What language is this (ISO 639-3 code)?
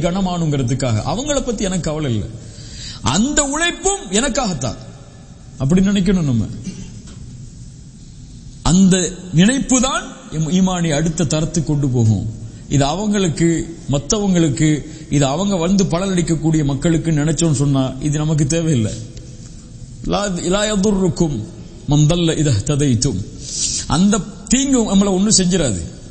tam